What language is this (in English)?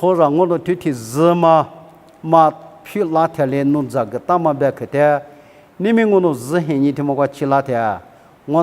Lisu